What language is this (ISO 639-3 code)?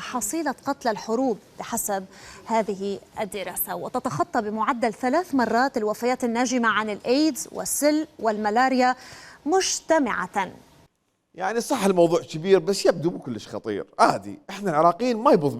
acm